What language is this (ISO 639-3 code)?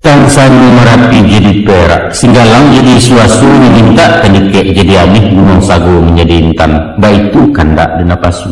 min